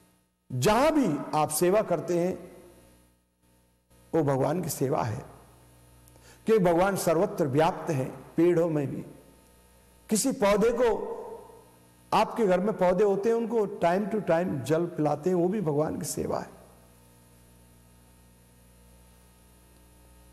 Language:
Hindi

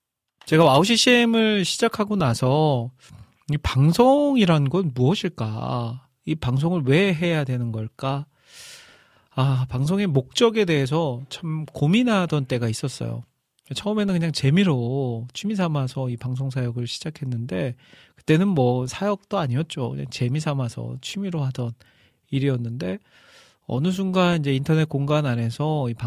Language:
Korean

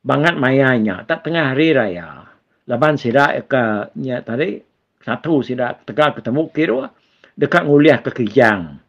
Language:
Iban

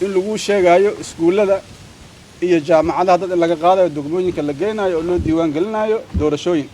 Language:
Somali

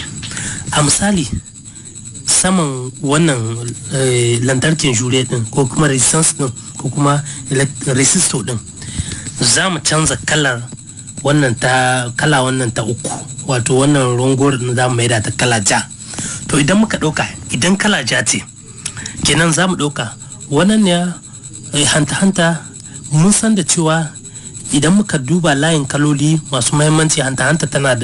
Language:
Hausa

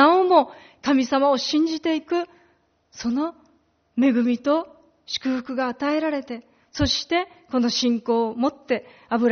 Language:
Japanese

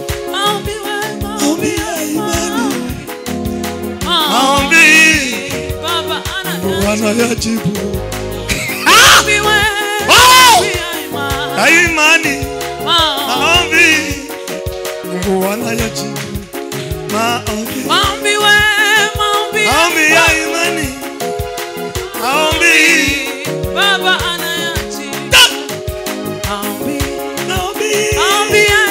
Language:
Swahili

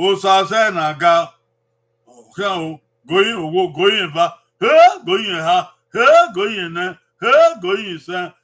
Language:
Bini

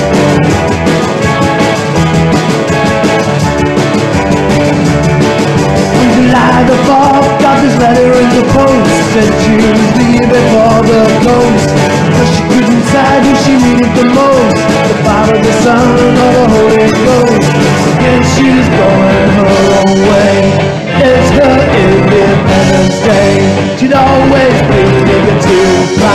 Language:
English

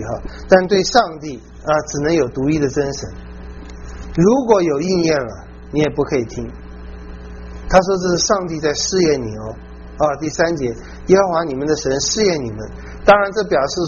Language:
Chinese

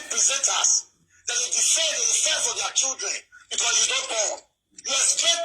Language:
Nigerian Pidgin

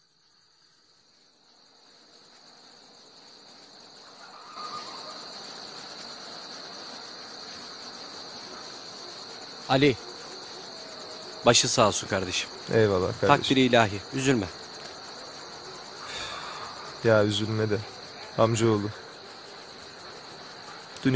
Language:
Turkish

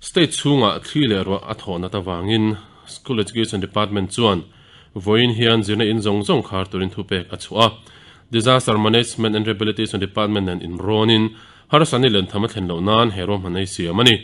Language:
Mizo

